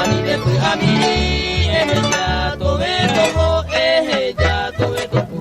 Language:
Guarani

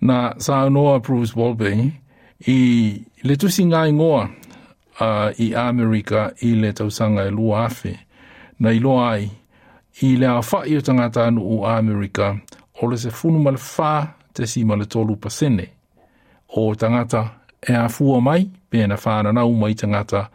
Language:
Samoan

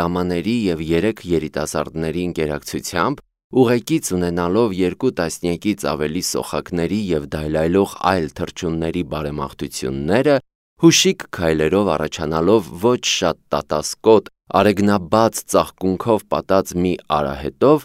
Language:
Armenian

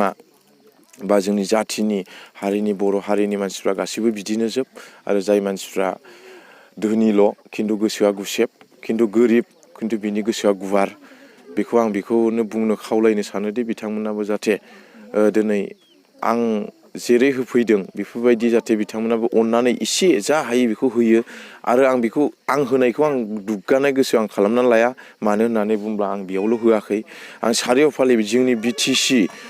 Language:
Bodo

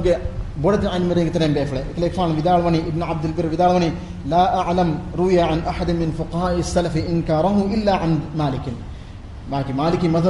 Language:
Divehi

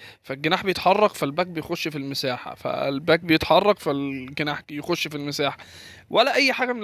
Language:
Egyptian Arabic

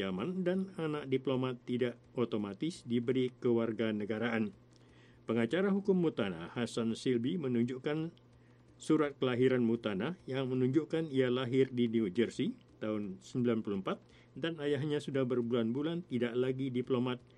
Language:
Indonesian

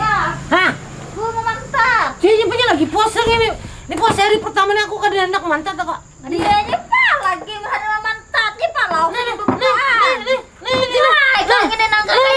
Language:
Banjar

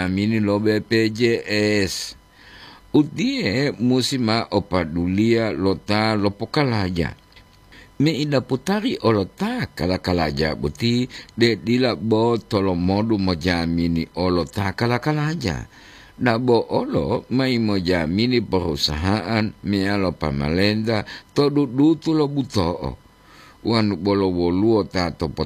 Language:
Gorontalo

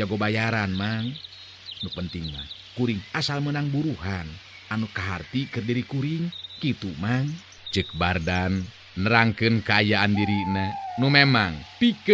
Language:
Sundanese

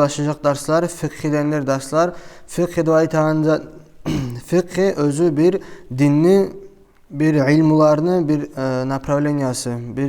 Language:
Kumyk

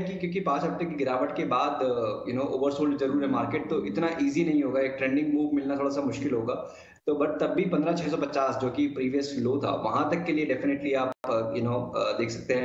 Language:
Hindi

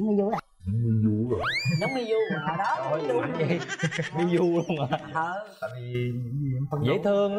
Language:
Vietnamese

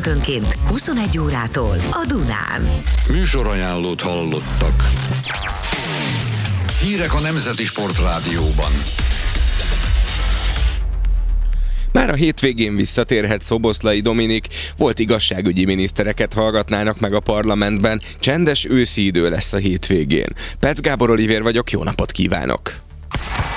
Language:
Hungarian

